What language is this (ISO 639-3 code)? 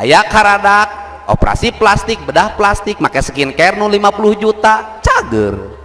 sun